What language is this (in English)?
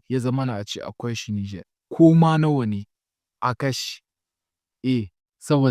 Hausa